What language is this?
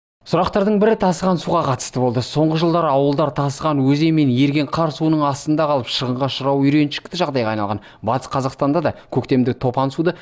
Kazakh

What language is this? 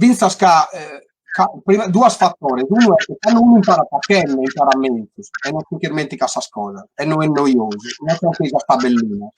Sardinian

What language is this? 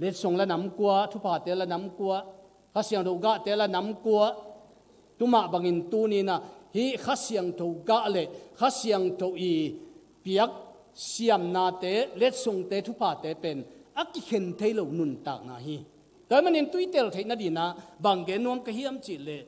Tedim Chin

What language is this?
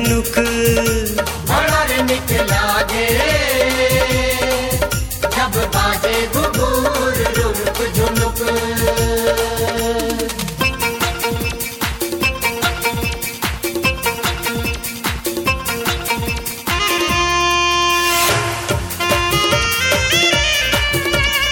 Bhojpuri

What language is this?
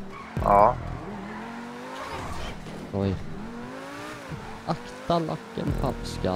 Swedish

